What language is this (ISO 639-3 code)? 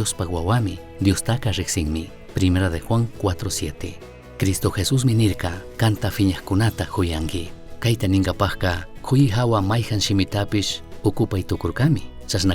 qug